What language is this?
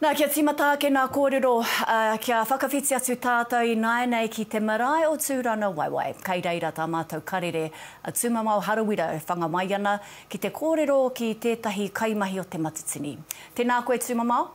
Māori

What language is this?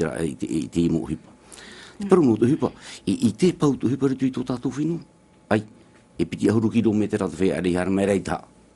Tahitian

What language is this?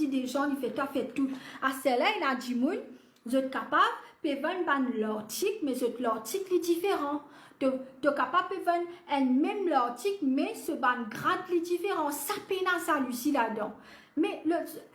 Morisyen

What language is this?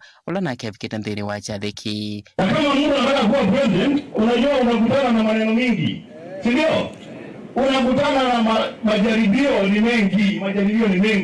Kamba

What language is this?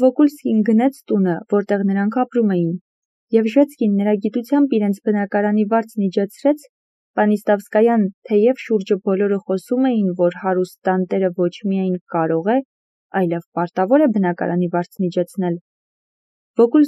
Armenian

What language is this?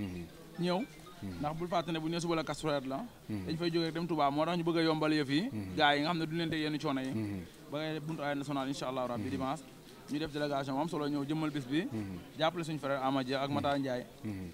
Wolof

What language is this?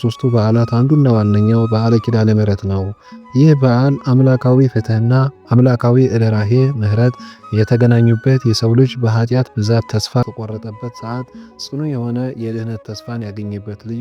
Amharic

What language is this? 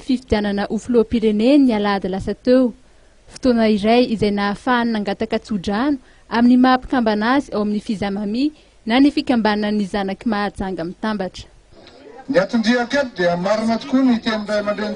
Malagasy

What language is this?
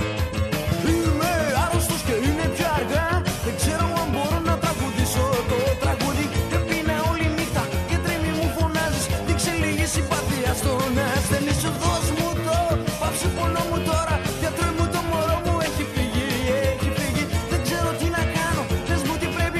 Greek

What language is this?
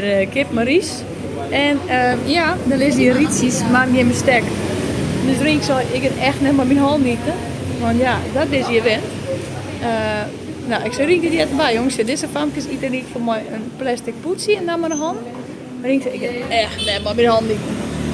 Western Frisian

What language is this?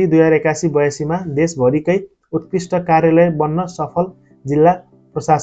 Nepali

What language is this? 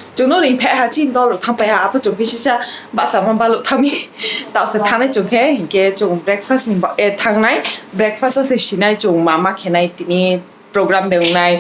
Kok Borok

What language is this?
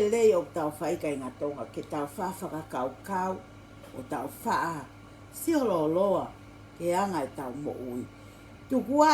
Tongan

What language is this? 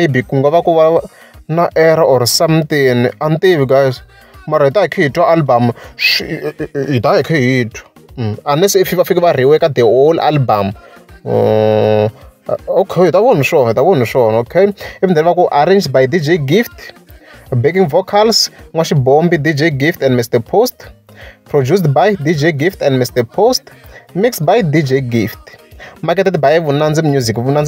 Tsonga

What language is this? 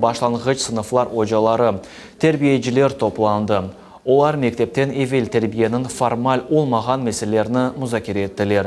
Crimean Tatar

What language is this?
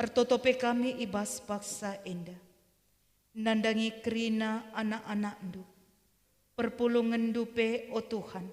Batak Karo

